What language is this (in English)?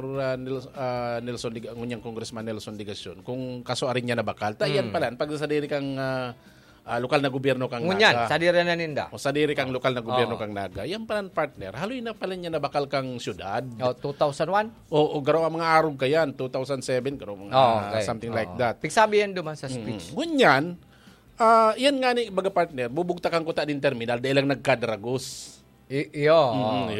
Bikol